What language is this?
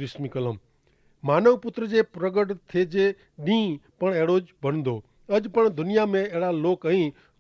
Kachhi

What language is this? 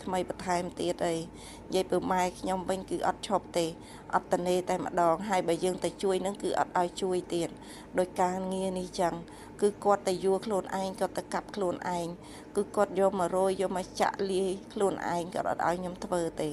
Khmer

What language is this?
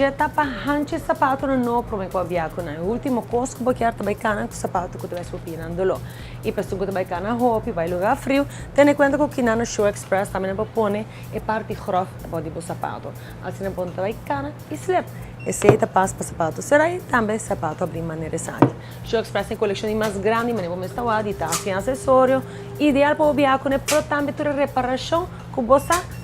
Papiamento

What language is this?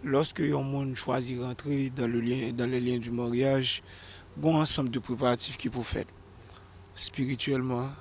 Haitian Creole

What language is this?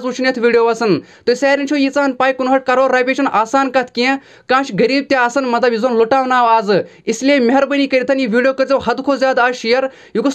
Kashmiri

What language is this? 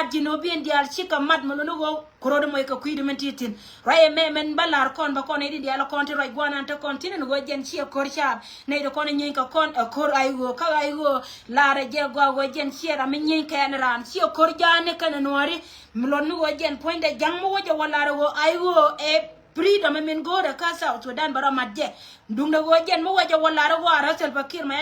Nuer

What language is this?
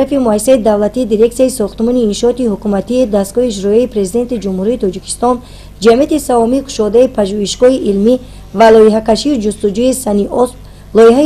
Tajik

